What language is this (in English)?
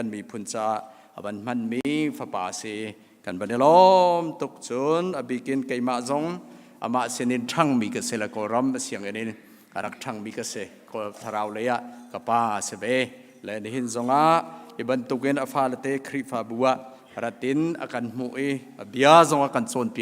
Hakha Chin